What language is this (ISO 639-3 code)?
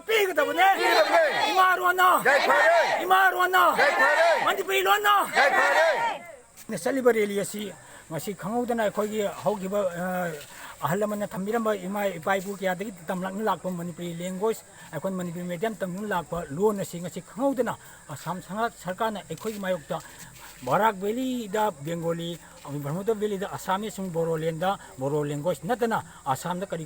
mni